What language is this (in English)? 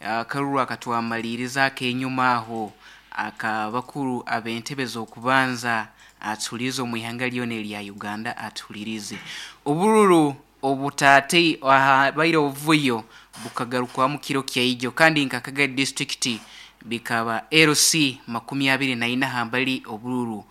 Nyankole